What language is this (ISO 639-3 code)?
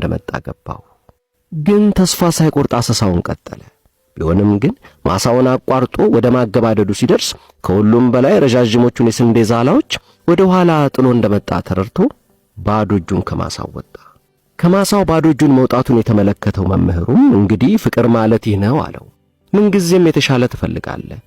amh